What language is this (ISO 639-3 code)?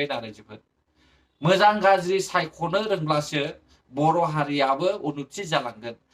brx